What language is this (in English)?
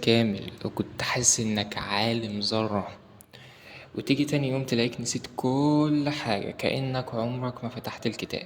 Egyptian Arabic